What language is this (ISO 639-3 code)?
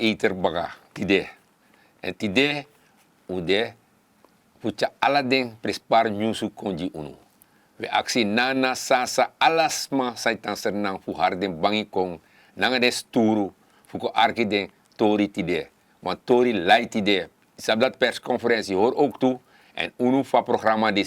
srn